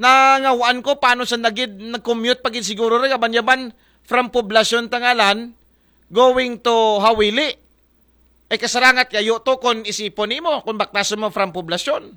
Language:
Aklanon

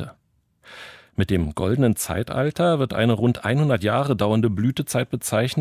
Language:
German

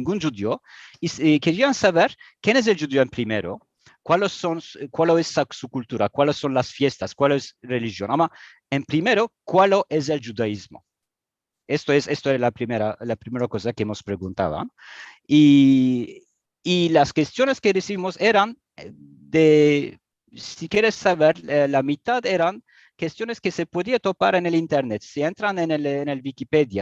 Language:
Ladino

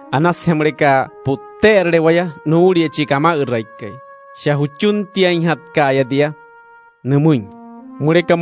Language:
Wayuu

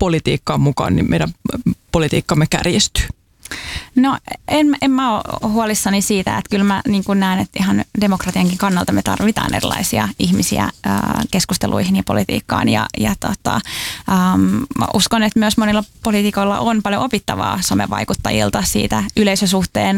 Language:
Finnish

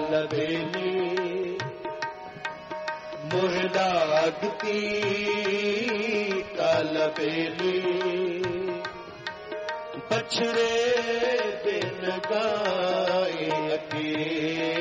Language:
Punjabi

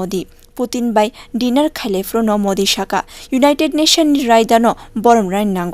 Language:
Kok Borok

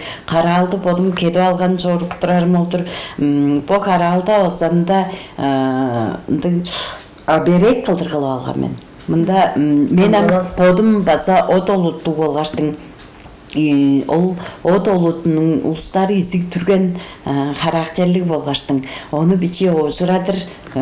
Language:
Tuvinian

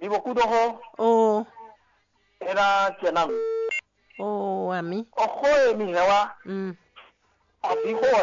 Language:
Fon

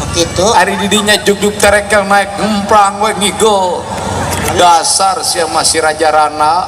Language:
Sundanese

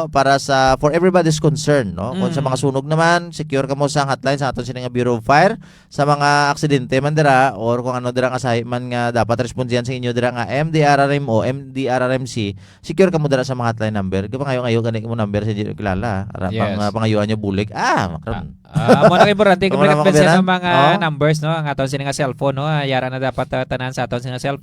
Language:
Hiligaynon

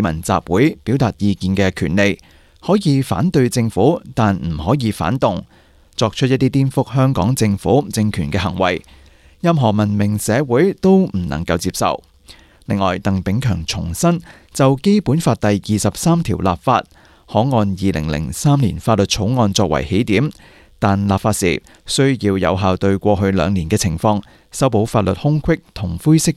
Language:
Cantonese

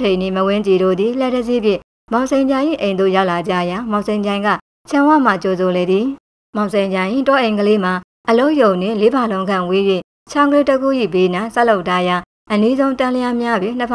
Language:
Burmese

